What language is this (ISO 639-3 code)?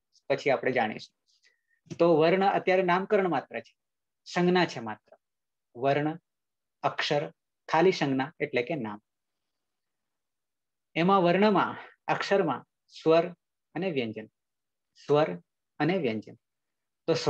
guj